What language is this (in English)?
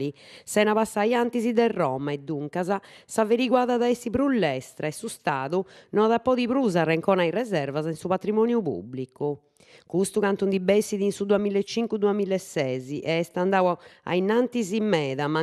Sardinian